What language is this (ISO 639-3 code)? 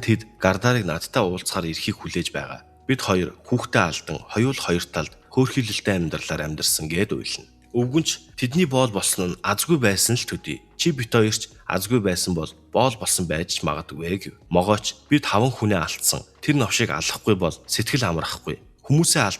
mon